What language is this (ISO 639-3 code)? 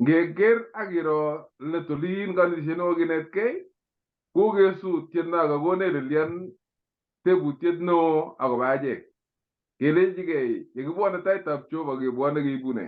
kln